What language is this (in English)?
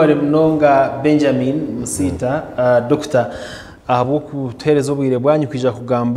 Nyankole